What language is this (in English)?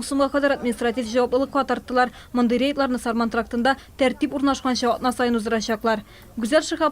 Tatar